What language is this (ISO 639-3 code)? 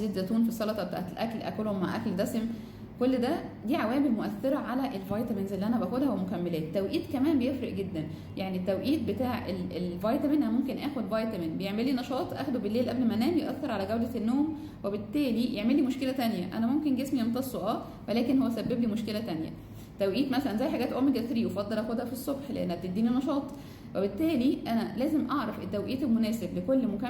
arz